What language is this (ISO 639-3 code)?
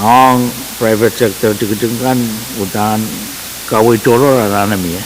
pon